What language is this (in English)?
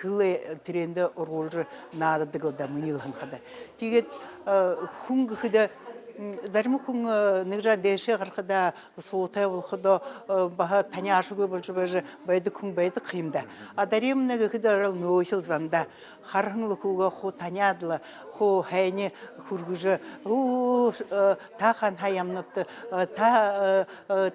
Buriat